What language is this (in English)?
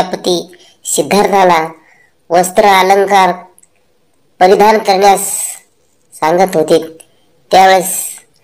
Marathi